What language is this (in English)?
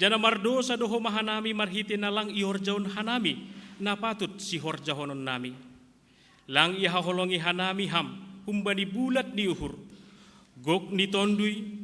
Batak Simalungun